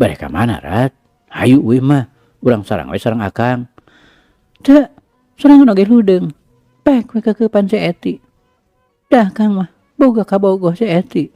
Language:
Sundanese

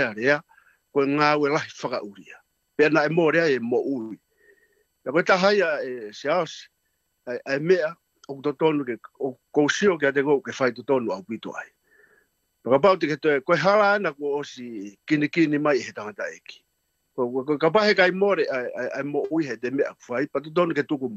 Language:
Tongan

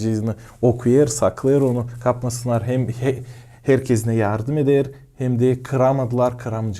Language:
Gagauz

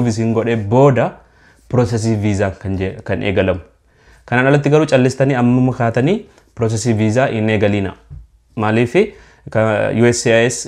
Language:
Oromo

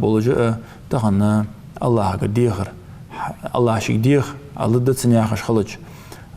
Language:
Ingush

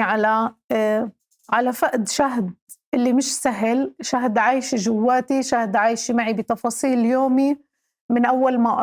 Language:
North Levantine Arabic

